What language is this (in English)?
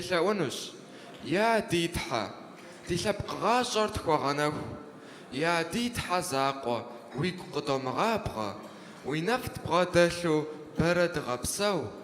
Kabardian